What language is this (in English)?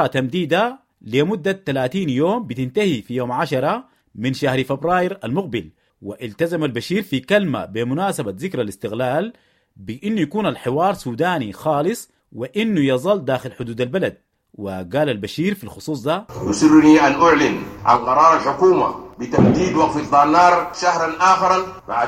Sudanese Arabic